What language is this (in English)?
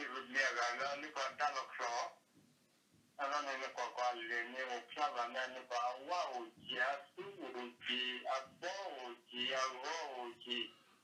S'gaw Karen